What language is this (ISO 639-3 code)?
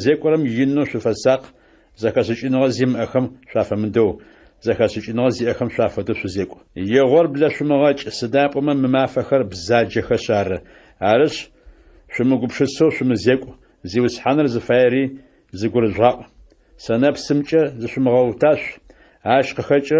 ady